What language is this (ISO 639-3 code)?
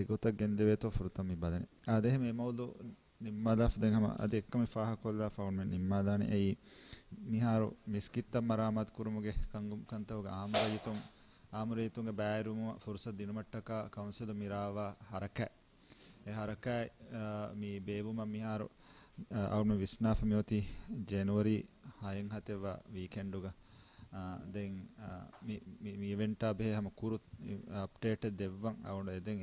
div